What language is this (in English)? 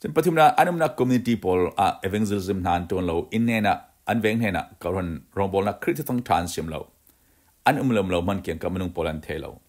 Falam Chin